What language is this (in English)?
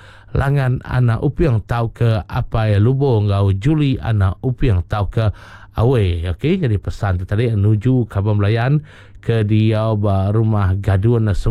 Iban